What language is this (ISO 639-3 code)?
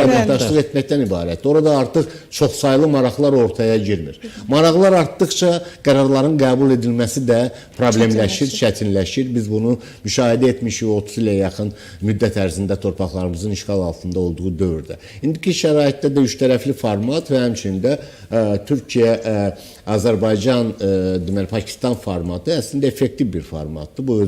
aze